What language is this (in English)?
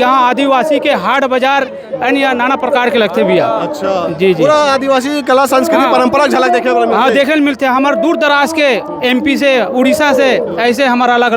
Chhattisgarhi